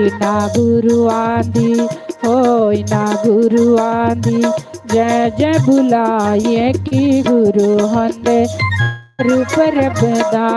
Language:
Dogri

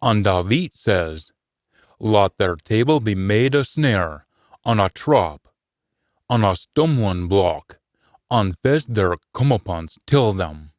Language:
Scots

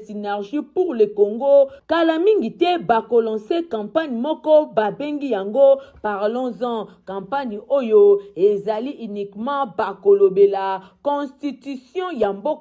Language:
Lingala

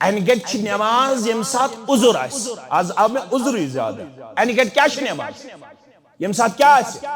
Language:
Kashmiri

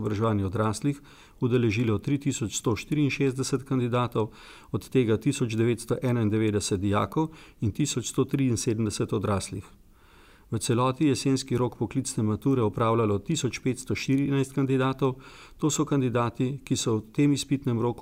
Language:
Slovenian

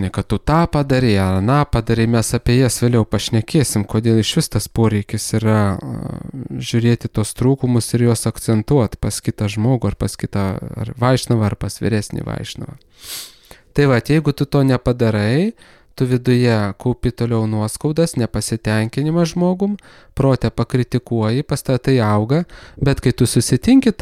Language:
Lithuanian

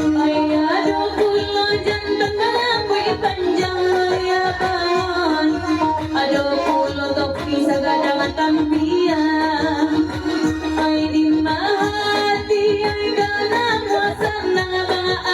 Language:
Minangkabau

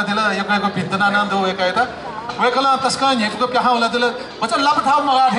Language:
Newari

